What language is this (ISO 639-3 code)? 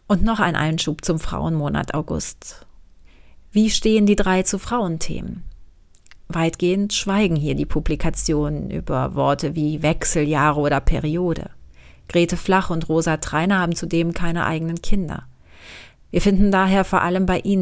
deu